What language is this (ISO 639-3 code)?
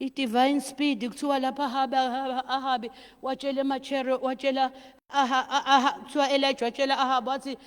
zul